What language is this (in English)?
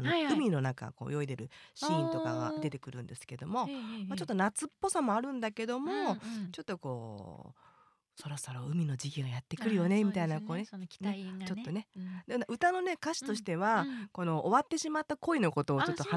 Japanese